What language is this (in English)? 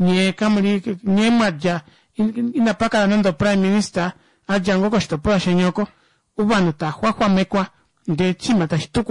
Kuanyama